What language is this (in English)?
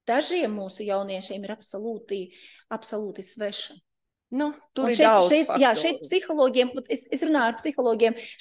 Latvian